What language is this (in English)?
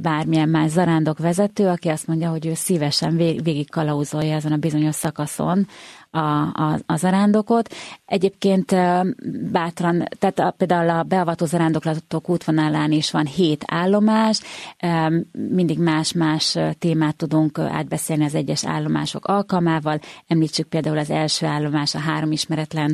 Hungarian